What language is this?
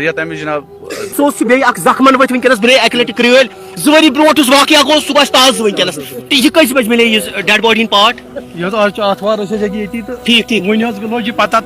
Kashmiri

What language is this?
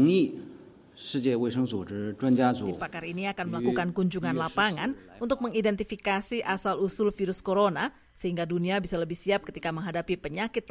Indonesian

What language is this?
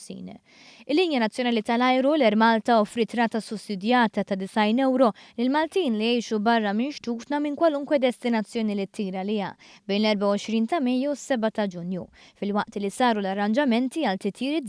Maltese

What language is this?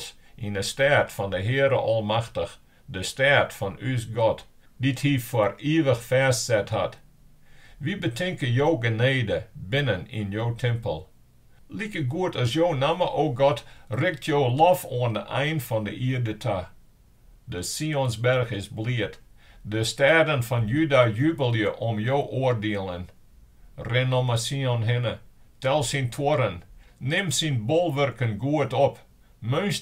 Western Frisian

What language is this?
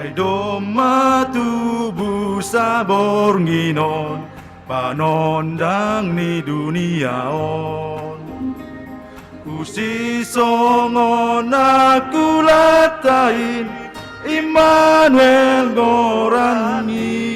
Batak Simalungun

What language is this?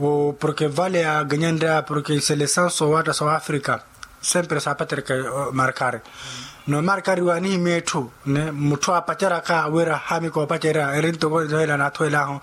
Makhuwa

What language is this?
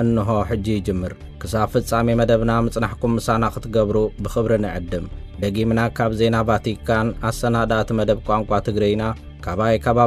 Tigrinya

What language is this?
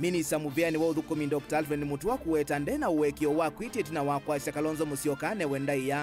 Kamba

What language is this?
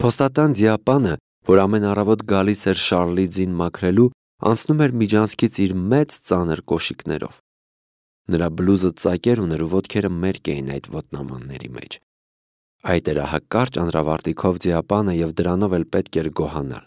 Armenian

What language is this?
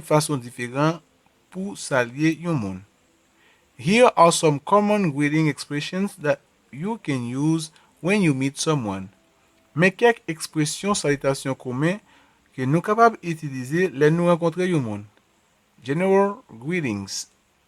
Haitian Creole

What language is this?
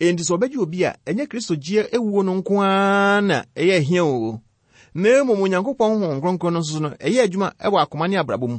Akan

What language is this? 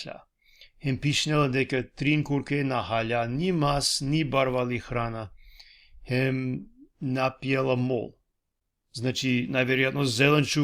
Balkan Romani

